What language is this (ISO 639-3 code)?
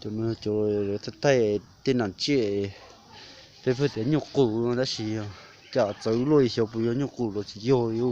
hmn